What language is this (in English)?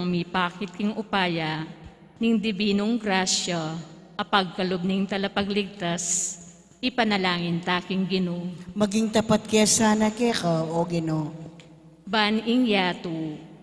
Pampanga